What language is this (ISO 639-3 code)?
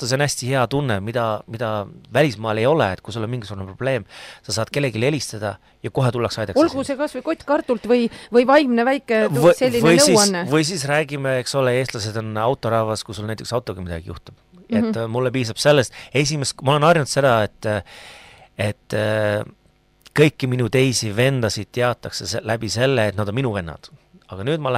est